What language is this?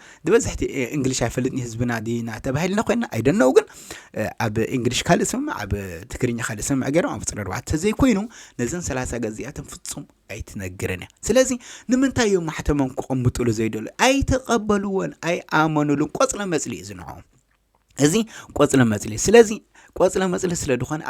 Tigrinya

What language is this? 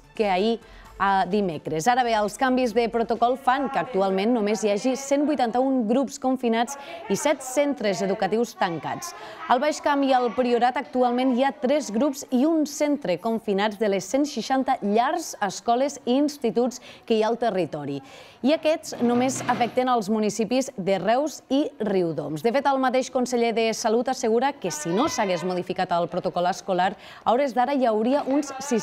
Catalan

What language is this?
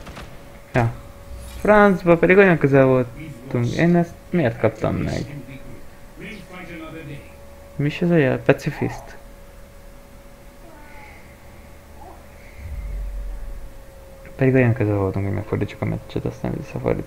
Hungarian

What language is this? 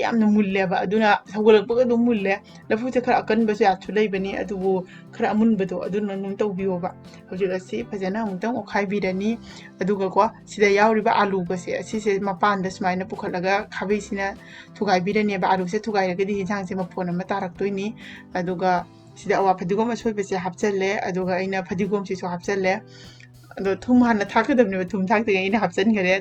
Manipuri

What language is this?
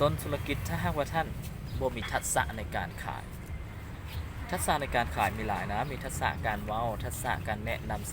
Lao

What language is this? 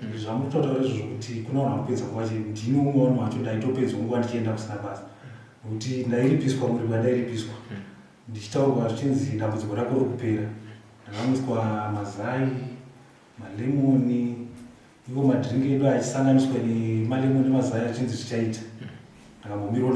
Shona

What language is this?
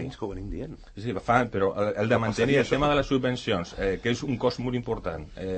Catalan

